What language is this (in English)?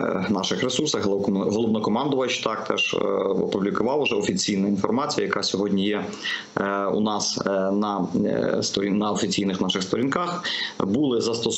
Ukrainian